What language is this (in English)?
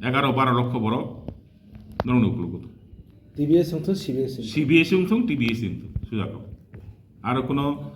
Kok Borok